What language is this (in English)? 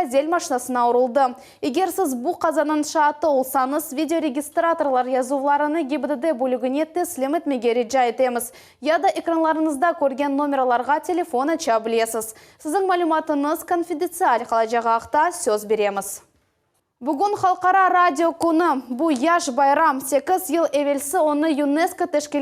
Crimean Tatar